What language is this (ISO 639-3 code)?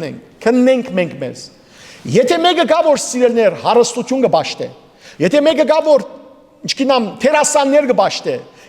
hyw